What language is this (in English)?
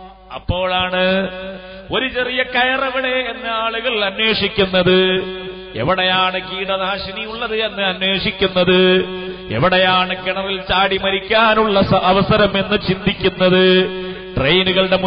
Malayalam